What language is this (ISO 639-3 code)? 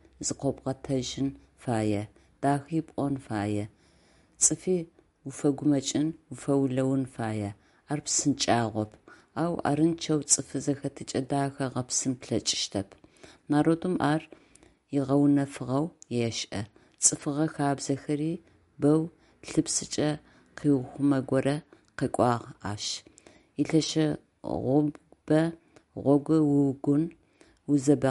ady